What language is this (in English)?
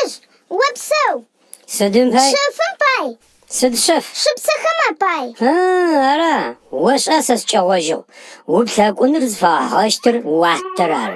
Adyghe